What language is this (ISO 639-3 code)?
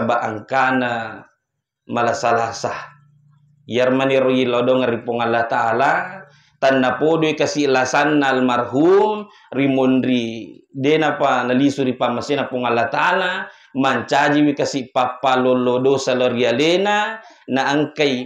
bug